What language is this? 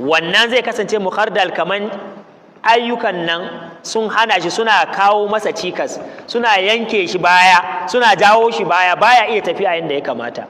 Hausa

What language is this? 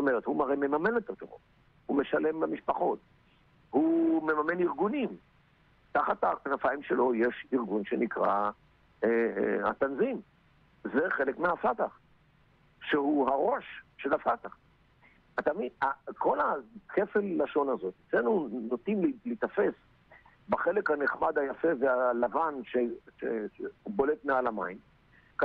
Hebrew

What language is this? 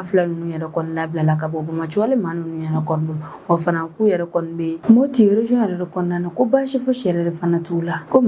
Bambara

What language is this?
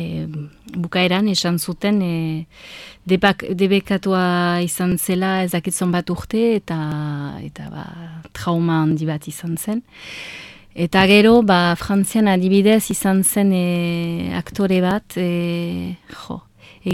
Basque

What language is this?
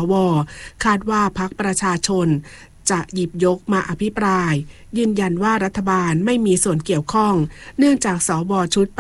Thai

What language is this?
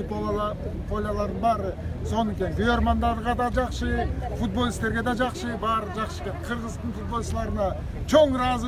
Kyrgyz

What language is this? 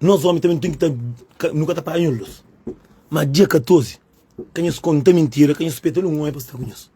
Kabuverdianu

